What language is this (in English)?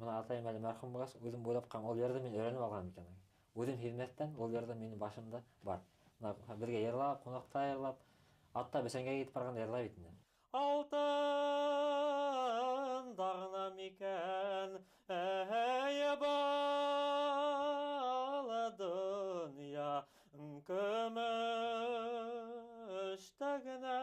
Bashkir